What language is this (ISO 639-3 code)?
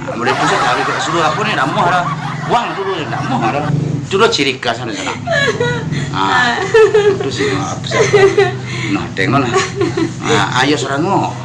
min